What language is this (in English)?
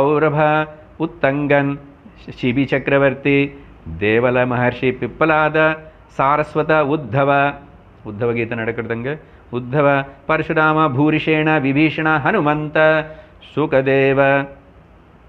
Tamil